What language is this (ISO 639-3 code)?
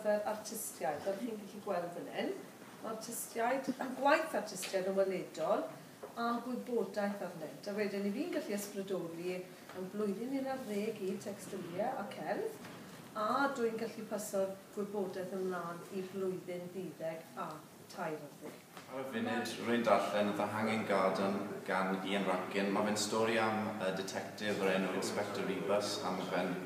cym